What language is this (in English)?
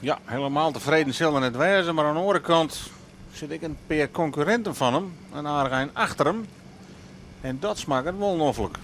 Western Frisian